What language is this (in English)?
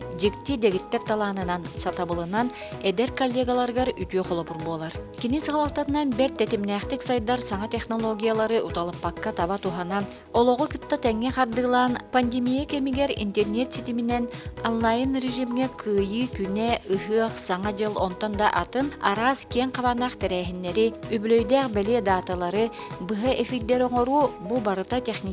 Yakut